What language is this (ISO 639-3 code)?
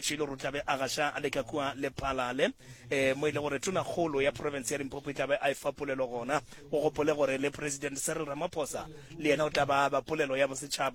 nso